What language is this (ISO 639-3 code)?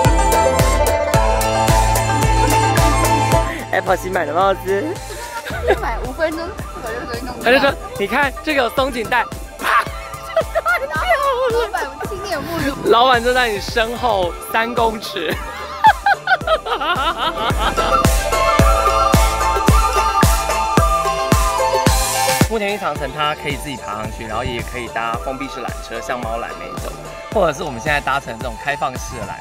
zho